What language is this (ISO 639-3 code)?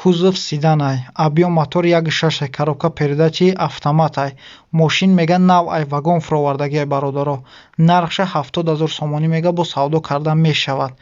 tgk